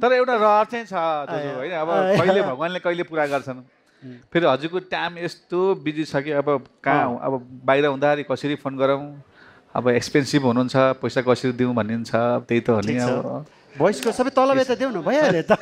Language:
Nepali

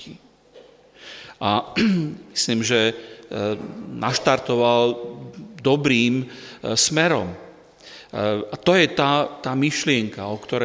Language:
Slovak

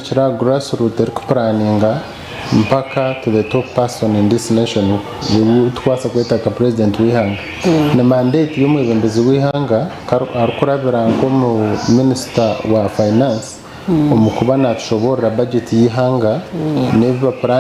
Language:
Nyankole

